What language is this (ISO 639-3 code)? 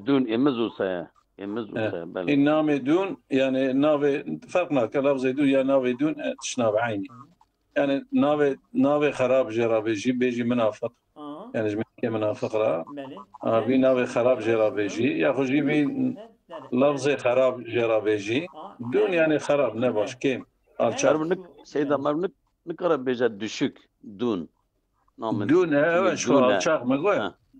kur